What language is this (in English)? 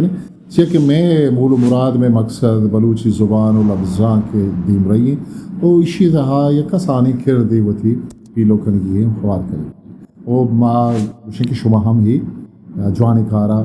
Eastern Balochi